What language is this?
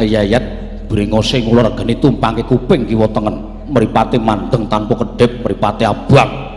Javanese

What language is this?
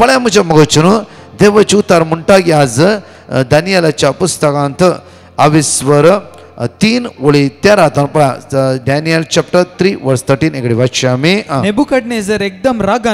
Konkani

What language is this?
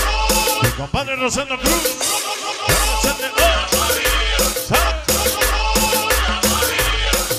Spanish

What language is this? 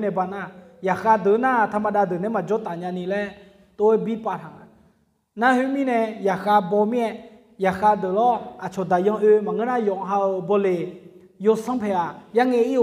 Akha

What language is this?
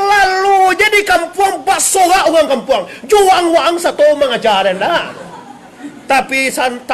Minangkabau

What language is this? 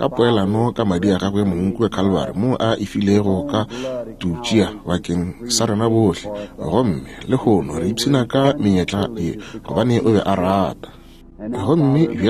Northern Sotho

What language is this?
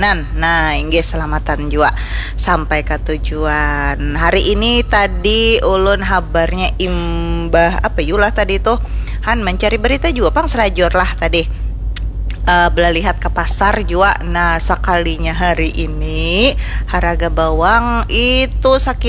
Banjar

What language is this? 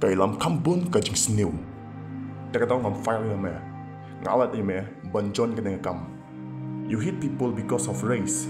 Khasi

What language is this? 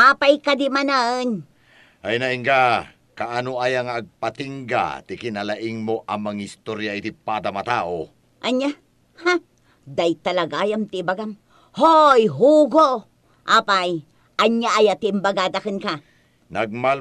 Iloko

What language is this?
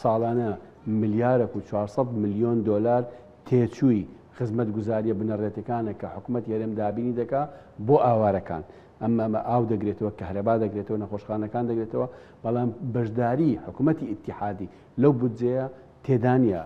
Central Kurdish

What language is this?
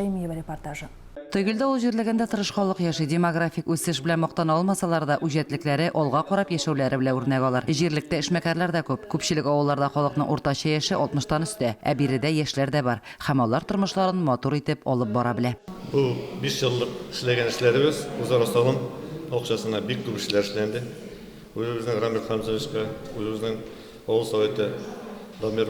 Tatar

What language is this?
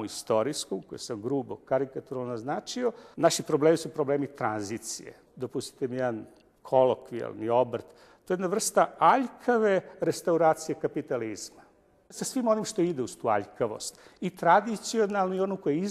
Serbian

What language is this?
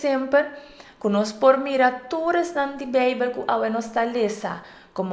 Papiamento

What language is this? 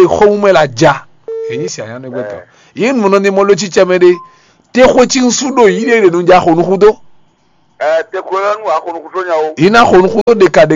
Fon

